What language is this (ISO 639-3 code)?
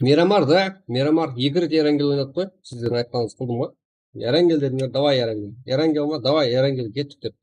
kaa